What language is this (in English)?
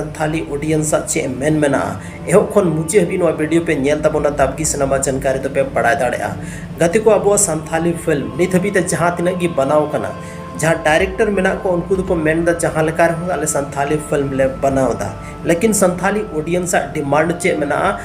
Santali